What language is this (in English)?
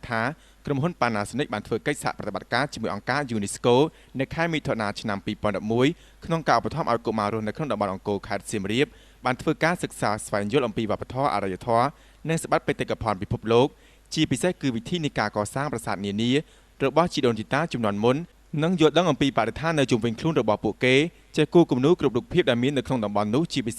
Khmer